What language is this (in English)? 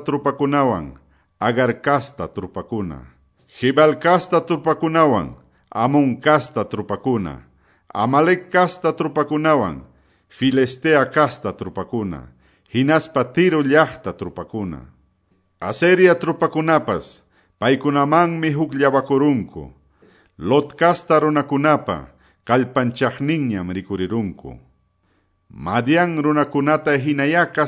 Quechua